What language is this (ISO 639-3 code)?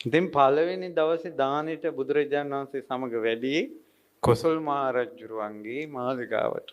sin